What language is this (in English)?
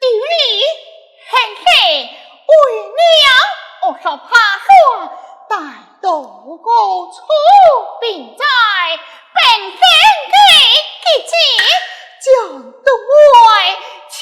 Pu-Xian Chinese